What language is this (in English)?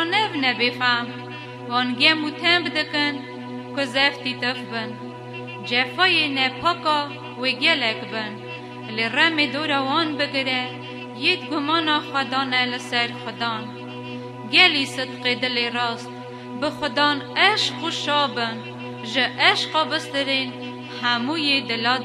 Kurdish